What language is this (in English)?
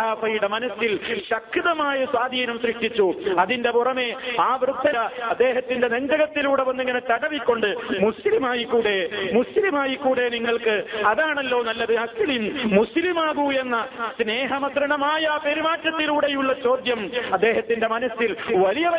Malayalam